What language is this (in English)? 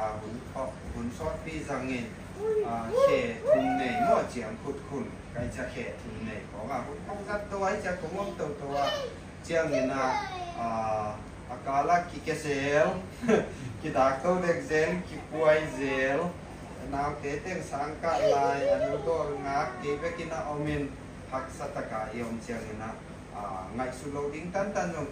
Tedim Chin